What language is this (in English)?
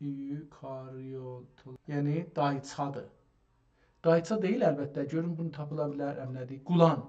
South Azerbaijani